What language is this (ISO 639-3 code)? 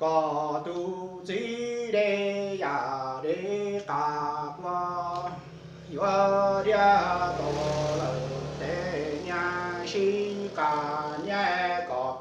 hmn